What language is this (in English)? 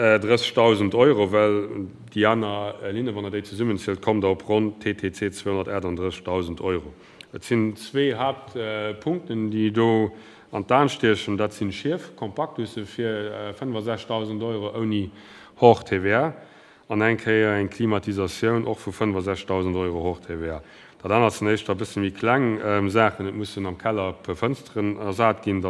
Luxembourgish